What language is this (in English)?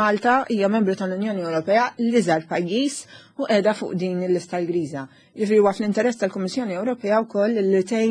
Maltese